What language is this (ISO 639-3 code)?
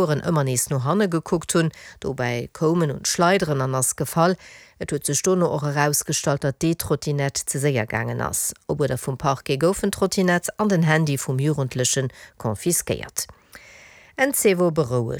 ltz